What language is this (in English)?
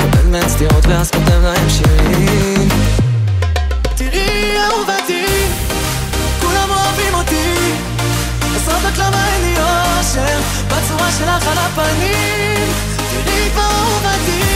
Hebrew